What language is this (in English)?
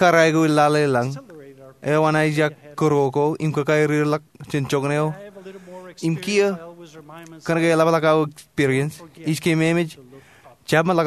Marshallese